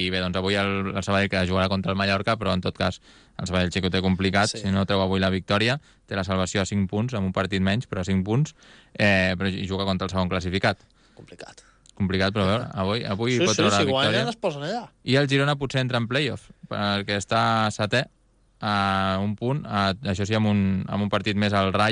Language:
Catalan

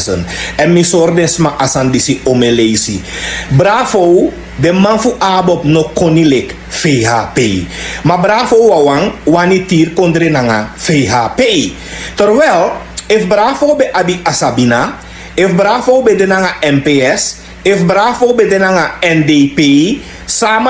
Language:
Sranan Tongo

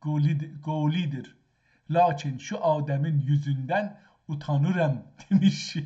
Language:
South Azerbaijani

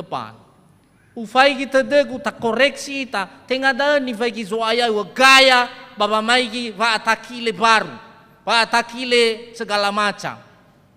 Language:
Nias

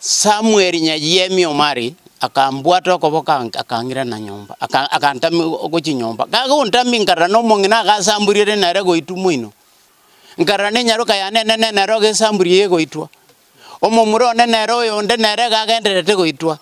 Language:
Gusii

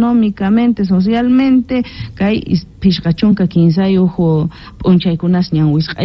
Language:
South Bolivian Quechua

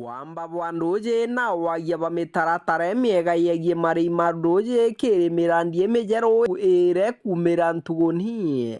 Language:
Meru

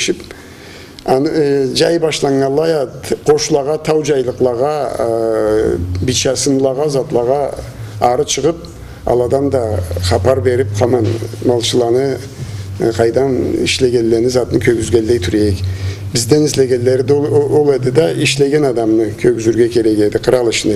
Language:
Karachay-Balkar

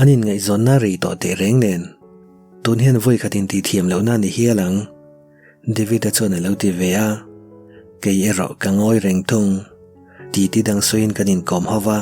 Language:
Mizo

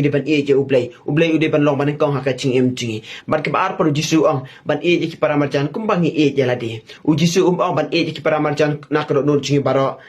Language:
Khasi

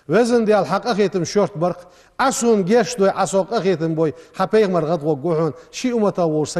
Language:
Ingush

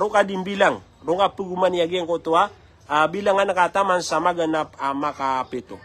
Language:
Maranao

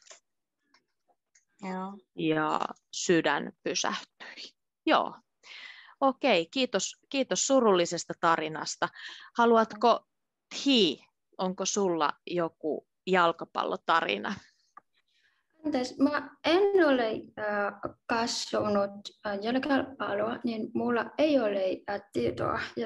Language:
Finnish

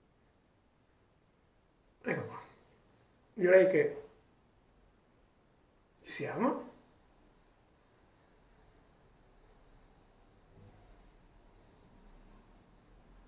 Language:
Italian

